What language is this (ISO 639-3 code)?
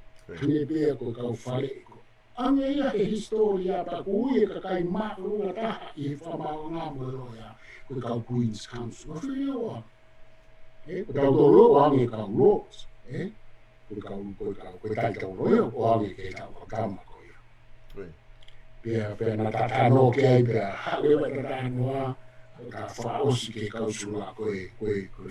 ton